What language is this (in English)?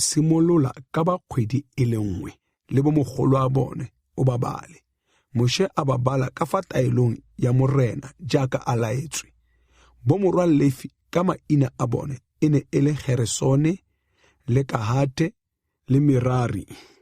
Tswana